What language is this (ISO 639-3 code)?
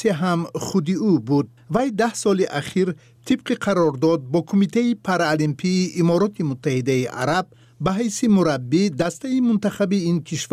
tgk